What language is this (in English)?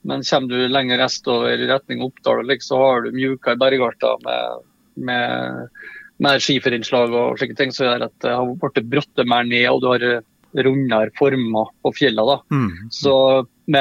Norwegian